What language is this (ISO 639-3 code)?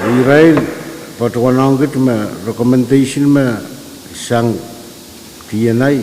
pon